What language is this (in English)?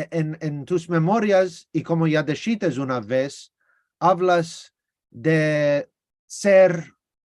Ladino